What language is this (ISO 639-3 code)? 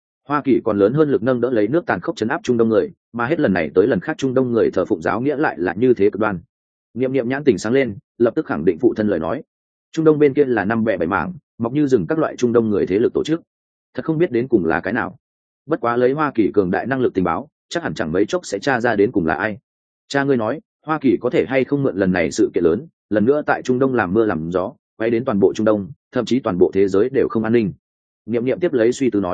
vie